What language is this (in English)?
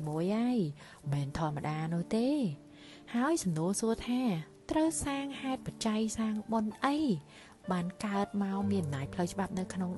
Khmer